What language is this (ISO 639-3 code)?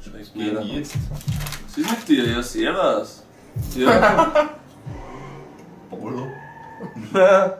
bar